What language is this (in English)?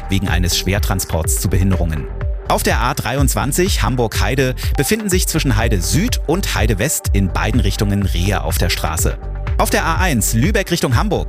German